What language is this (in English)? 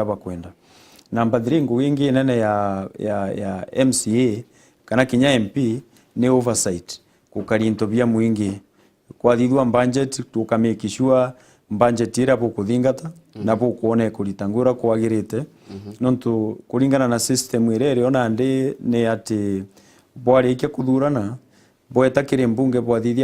Meru